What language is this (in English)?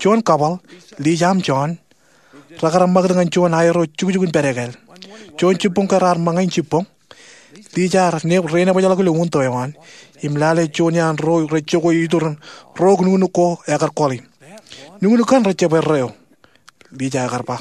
Marshallese